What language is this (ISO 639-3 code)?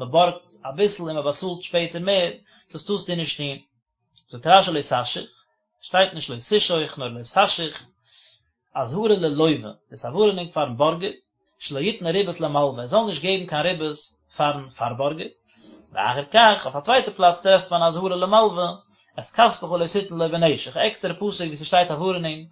yid